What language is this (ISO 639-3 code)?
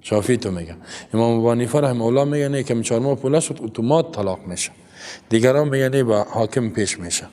fas